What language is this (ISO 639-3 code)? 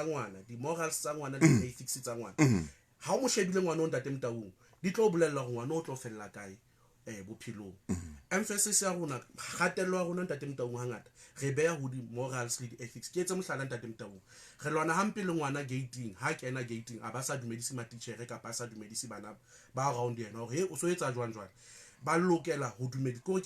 sot